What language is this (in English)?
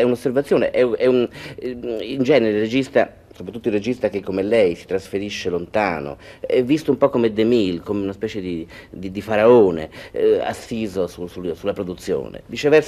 Italian